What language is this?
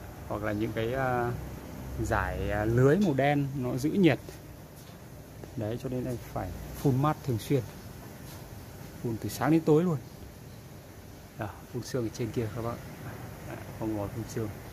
Vietnamese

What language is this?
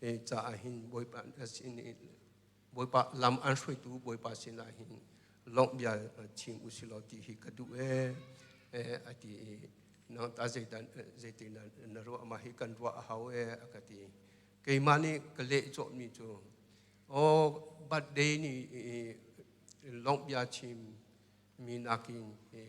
Hakha Chin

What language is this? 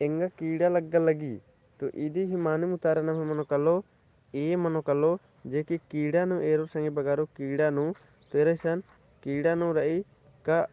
Kurukh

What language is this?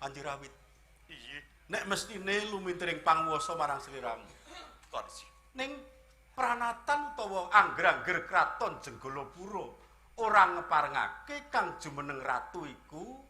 Javanese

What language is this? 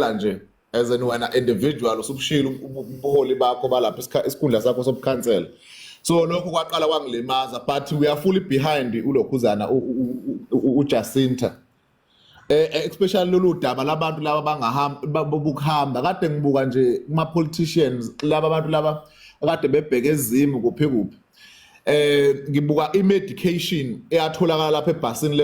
Zulu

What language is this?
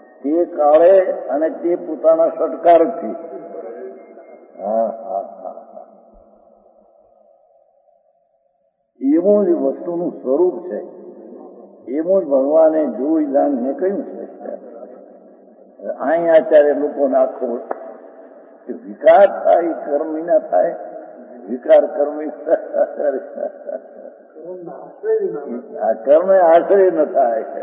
Gujarati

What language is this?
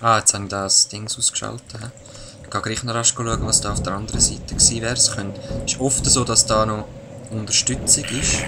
Swiss German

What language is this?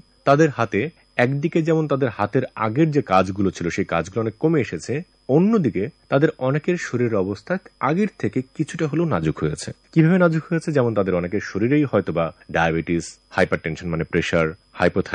Bangla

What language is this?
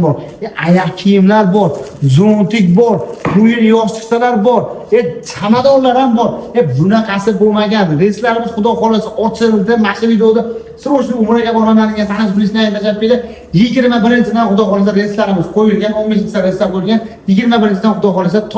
Uzbek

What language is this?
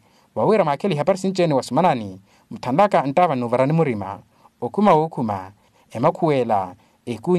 Makhuwa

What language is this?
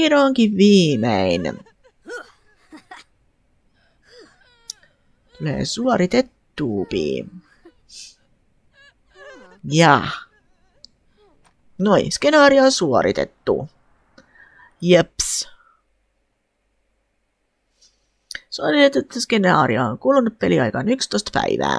Finnish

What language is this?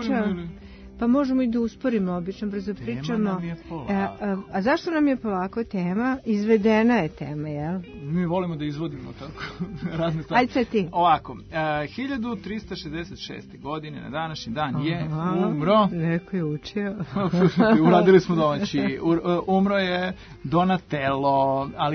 Serbian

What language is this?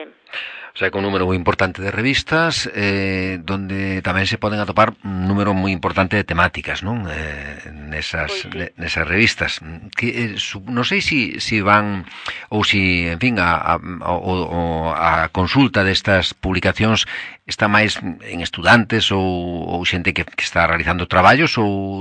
Galician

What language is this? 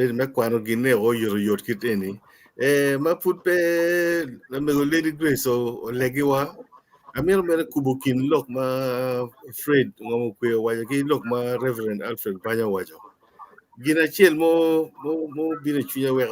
Acoli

